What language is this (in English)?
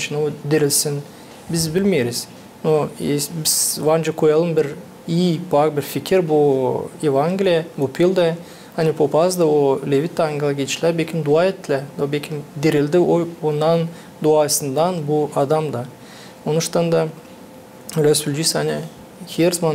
Gagauz